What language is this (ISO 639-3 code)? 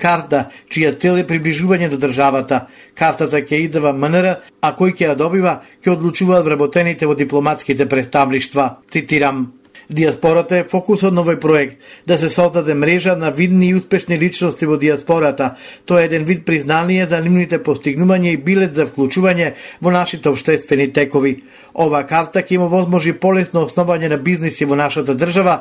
mkd